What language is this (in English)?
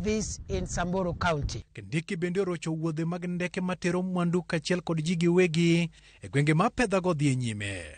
Luo (Kenya and Tanzania)